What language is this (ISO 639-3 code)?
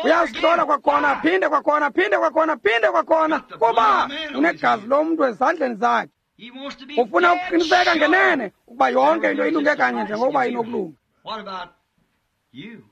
xho